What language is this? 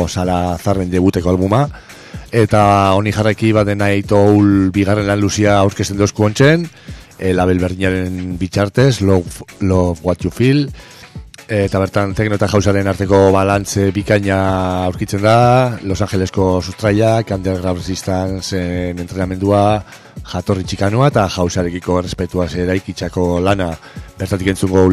Basque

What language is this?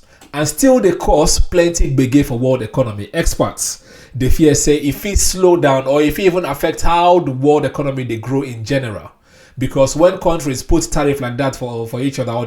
Nigerian Pidgin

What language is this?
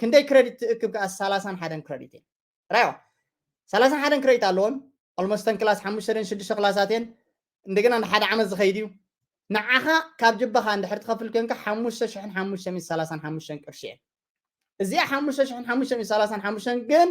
Tigrinya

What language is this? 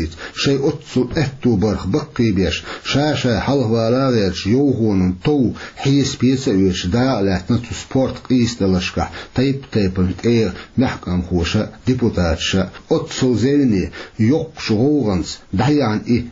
Chechen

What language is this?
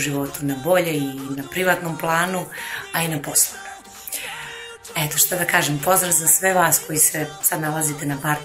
Serbian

